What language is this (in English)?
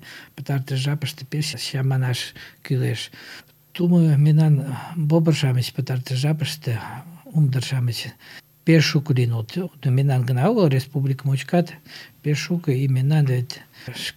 Mari